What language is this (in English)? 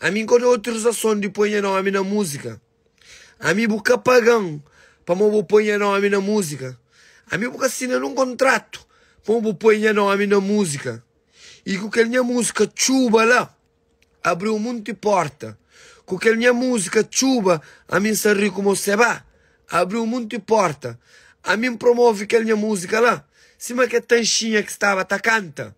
Kabuverdianu